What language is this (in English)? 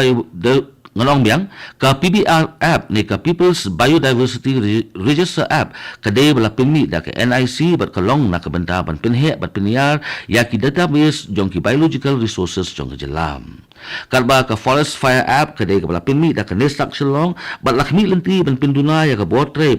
Khasi